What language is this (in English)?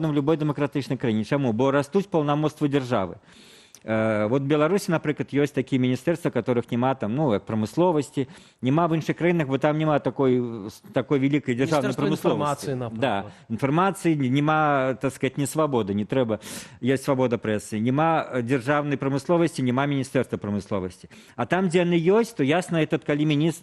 Belarusian